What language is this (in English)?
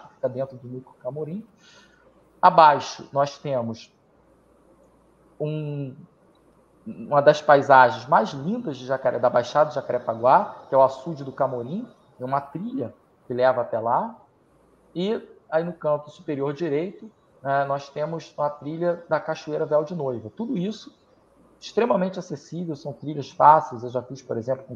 Portuguese